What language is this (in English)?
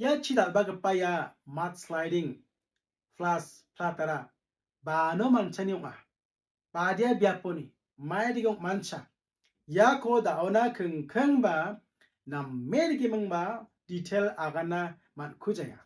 Garo